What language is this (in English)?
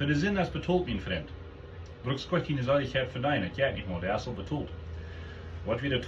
Plautdietsch